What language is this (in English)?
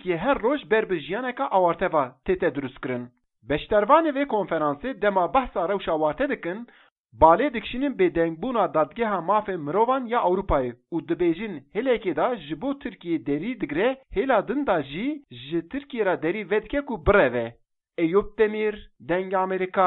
Kurdish